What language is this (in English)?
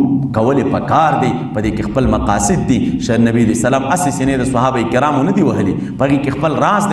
Pashto